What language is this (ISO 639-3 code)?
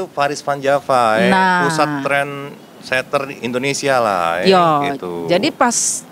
mui